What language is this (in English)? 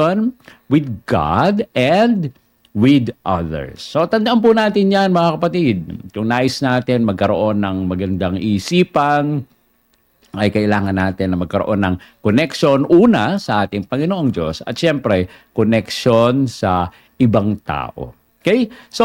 Filipino